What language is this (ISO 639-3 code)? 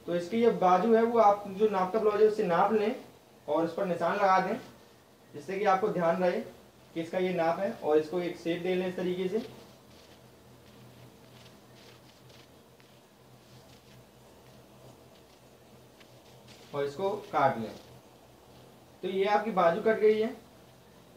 hin